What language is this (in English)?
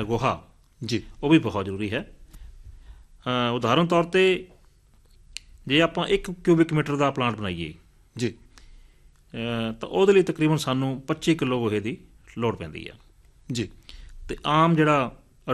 Punjabi